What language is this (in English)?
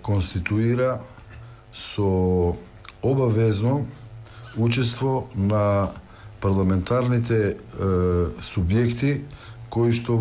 Macedonian